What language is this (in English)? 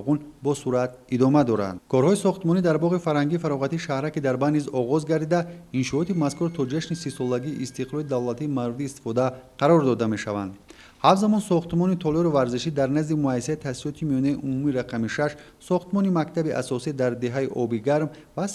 Tajik